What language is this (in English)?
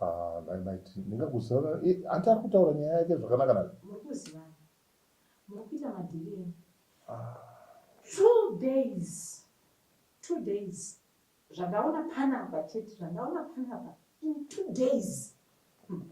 Shona